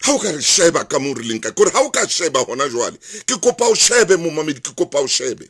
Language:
Southern Sotho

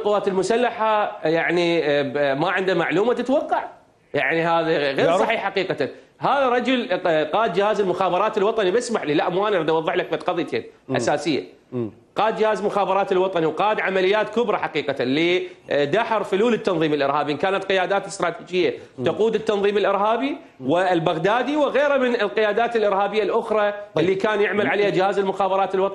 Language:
Mesopotamian Arabic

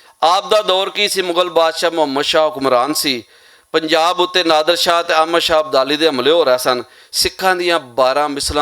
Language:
Western Panjabi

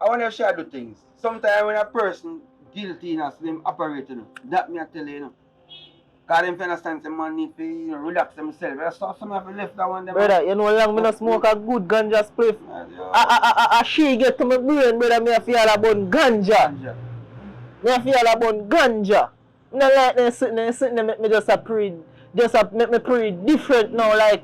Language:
Jamaican Creole English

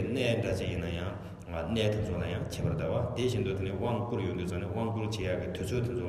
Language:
Tibetan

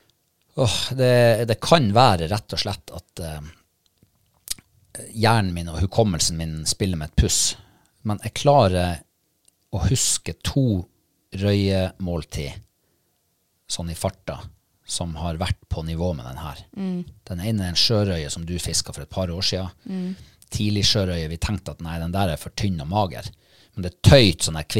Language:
Norwegian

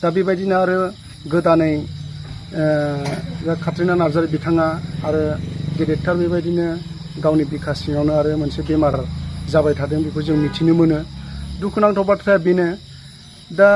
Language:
Bodo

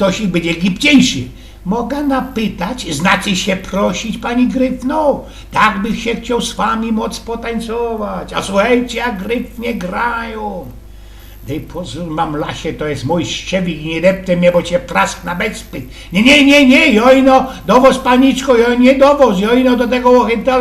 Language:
Silesian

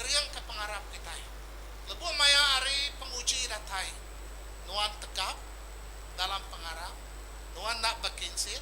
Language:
Iban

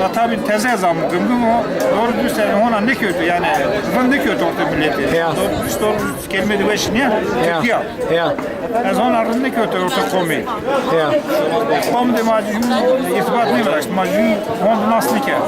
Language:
Zaza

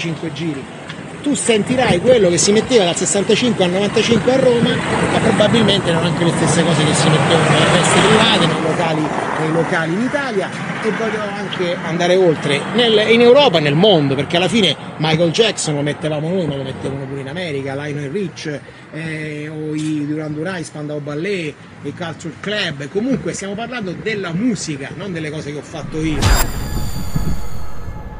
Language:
Italian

